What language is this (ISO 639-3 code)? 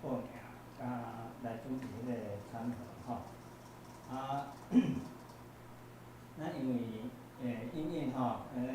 nan